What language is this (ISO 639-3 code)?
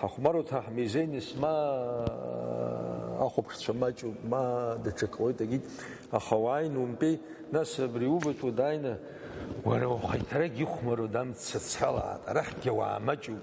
abk